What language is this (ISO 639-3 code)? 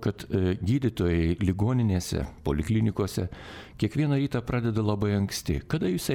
lit